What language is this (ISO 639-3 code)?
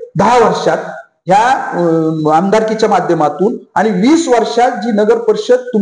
mar